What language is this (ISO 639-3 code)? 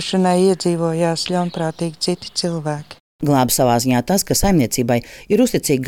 lav